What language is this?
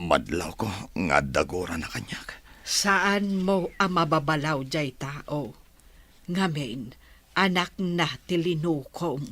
Iloko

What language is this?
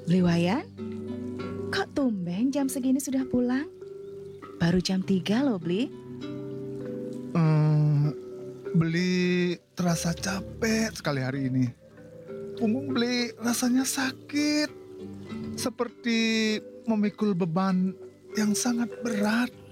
Indonesian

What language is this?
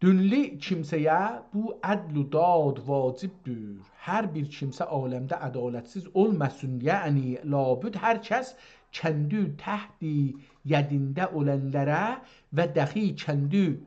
South Azerbaijani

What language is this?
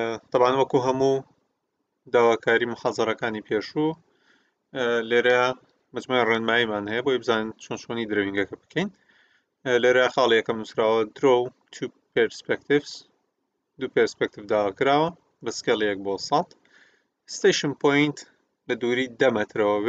Central Kurdish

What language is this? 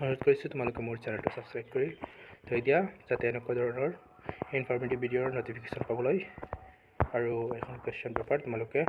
Assamese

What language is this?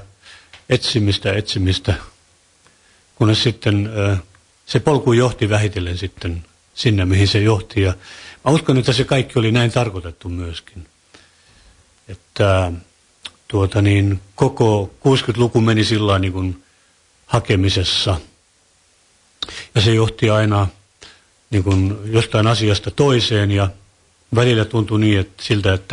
Finnish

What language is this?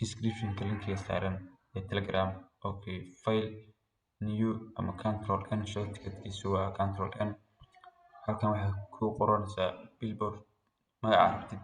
Somali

